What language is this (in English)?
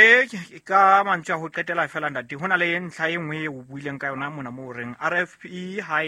Southern Sotho